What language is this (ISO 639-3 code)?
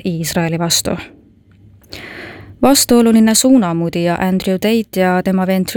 est